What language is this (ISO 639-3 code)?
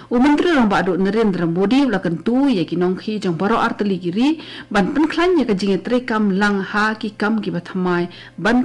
kha